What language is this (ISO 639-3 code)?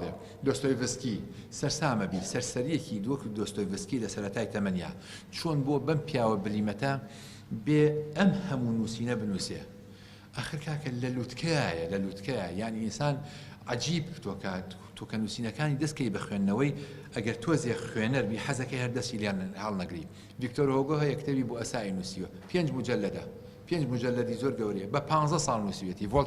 ckb